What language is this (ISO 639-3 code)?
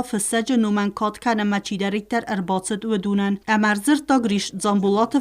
oss